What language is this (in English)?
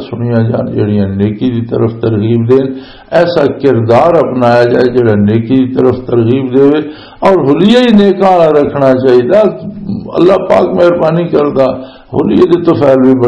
Western Panjabi